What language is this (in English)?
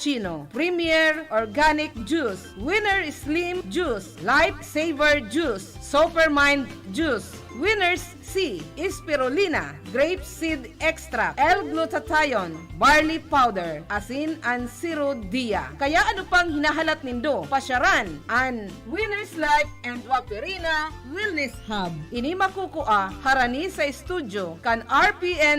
Bikol